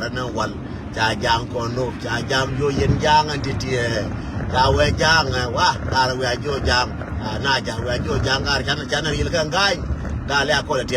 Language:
Nuer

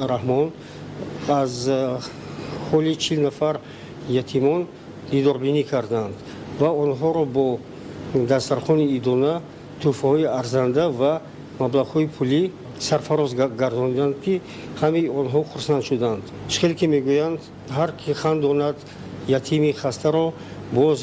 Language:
Tajik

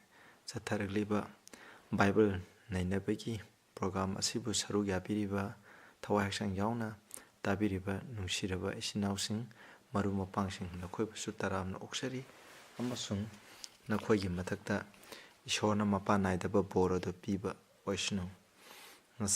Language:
Manipuri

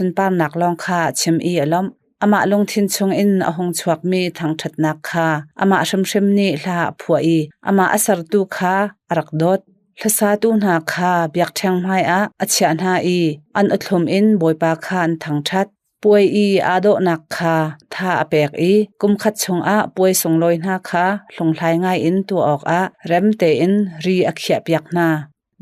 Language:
Hakha Chin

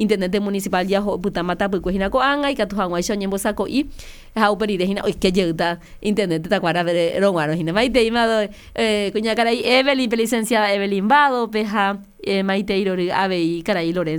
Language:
Guarani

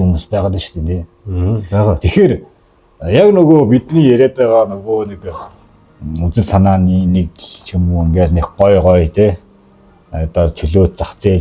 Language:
Mongolian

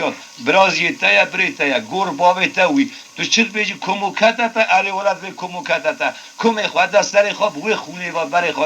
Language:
Kurdish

